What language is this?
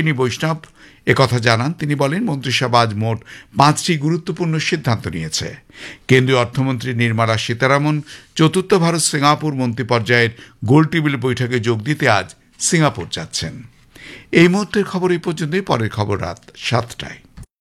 Bangla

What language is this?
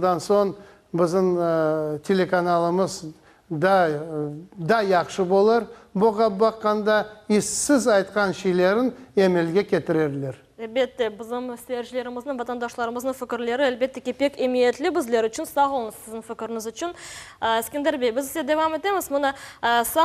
Crimean Tatar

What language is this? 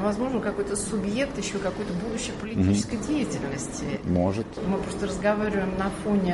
Russian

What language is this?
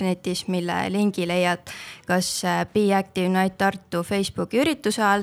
Estonian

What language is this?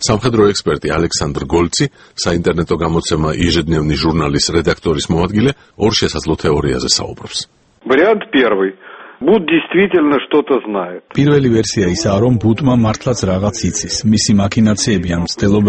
Georgian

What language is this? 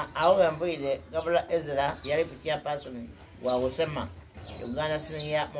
Soga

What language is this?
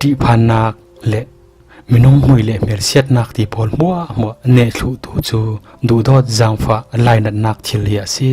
Falam Chin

